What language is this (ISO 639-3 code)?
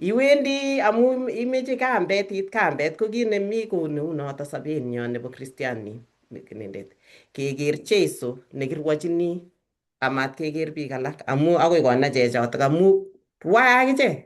kln